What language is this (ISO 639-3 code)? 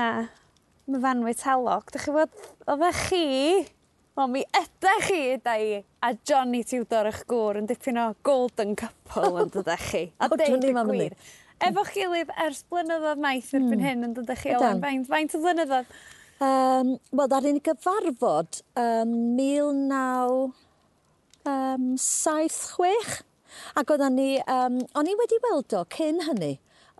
cym